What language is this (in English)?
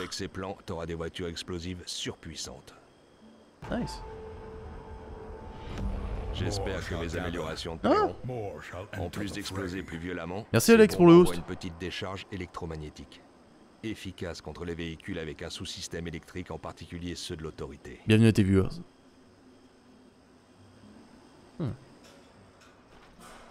French